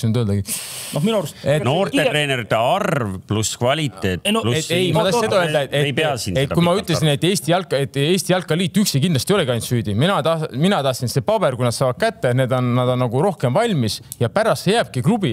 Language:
Estonian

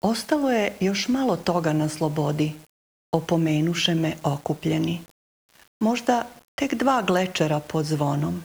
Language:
Serbian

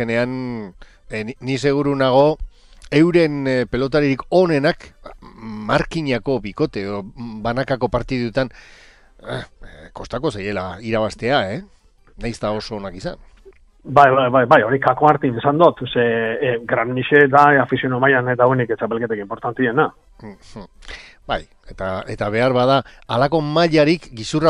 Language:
Basque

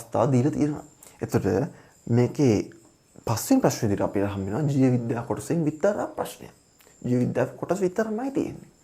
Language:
Sinhala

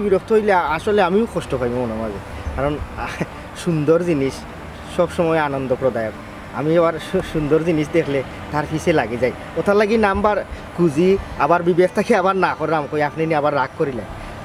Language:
Sylheti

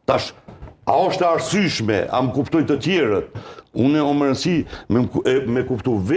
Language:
Albanian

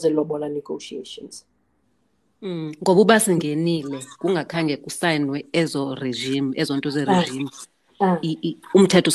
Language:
Xhosa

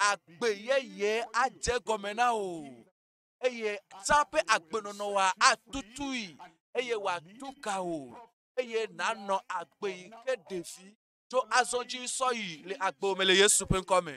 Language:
Ewe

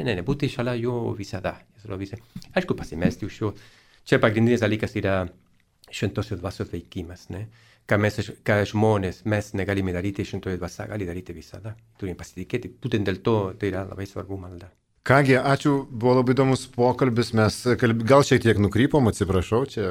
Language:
Lithuanian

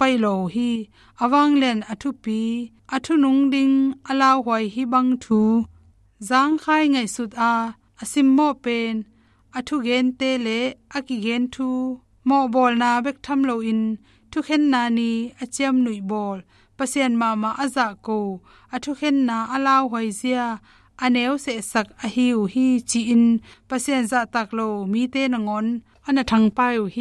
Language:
Tedim Chin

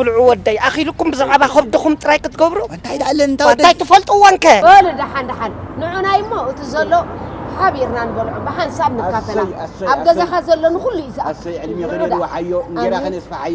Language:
Tigrinya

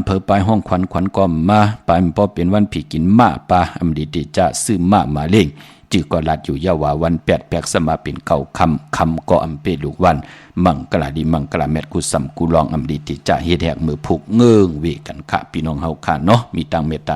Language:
Shan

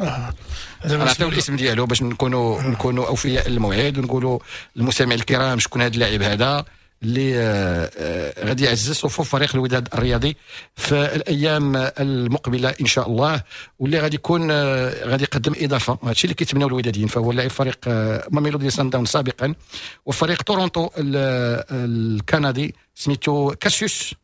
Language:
Moroccan Arabic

